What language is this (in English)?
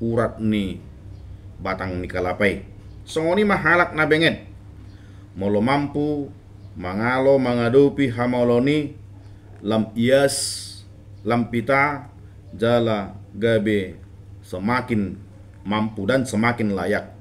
Batak Toba